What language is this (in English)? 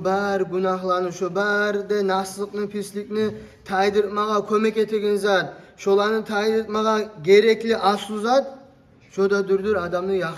Kumyk